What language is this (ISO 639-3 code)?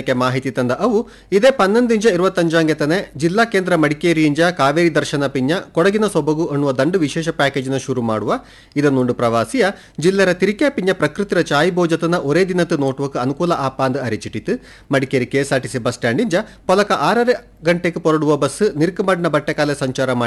kan